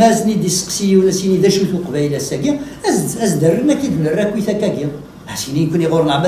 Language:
Kabyle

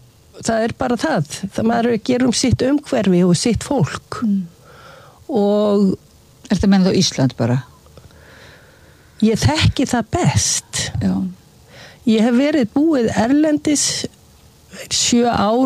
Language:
Icelandic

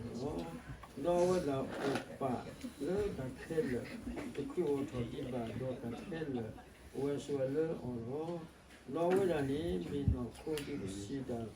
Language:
S'gaw Karen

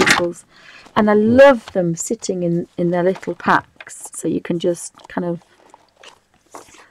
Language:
English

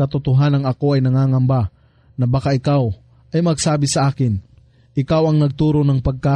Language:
Filipino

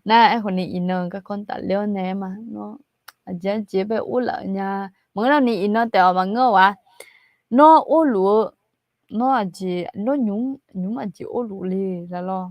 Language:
Akha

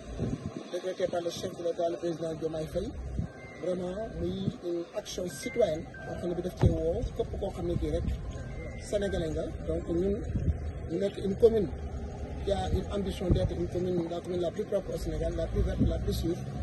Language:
Wolof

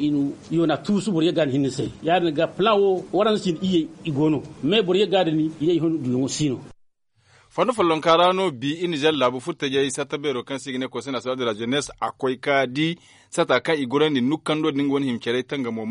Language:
Zarma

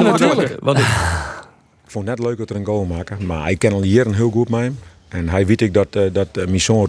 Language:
Western Frisian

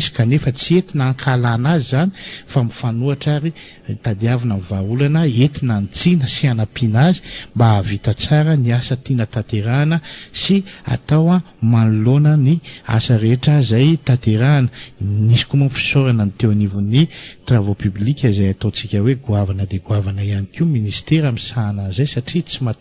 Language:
Malagasy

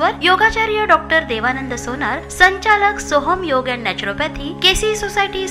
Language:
Marathi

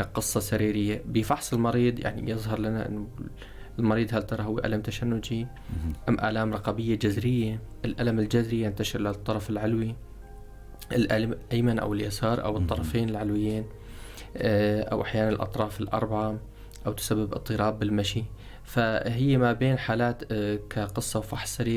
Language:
North Levantine Arabic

